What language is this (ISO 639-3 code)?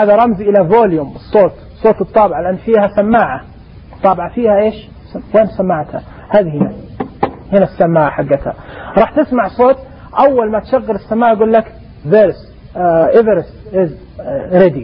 ars